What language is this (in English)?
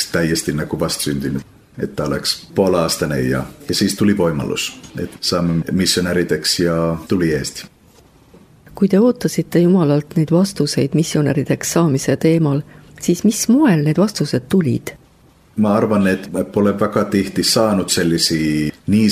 Estonian